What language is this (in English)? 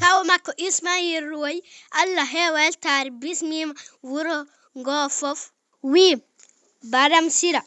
Fula